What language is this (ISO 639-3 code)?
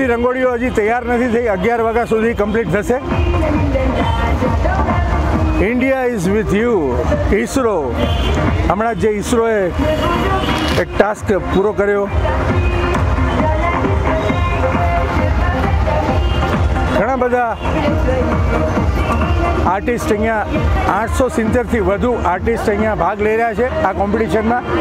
guj